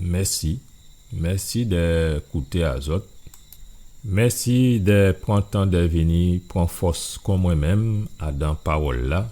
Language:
Guadeloupean Creole French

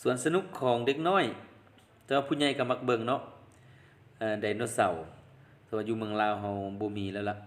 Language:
Lao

